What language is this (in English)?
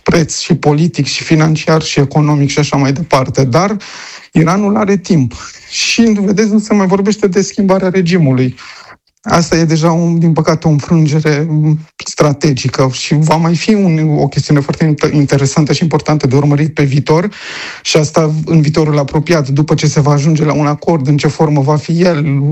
Romanian